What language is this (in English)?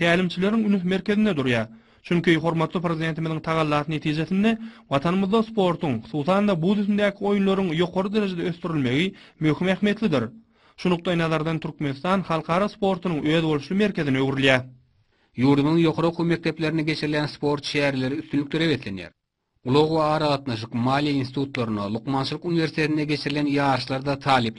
Turkmen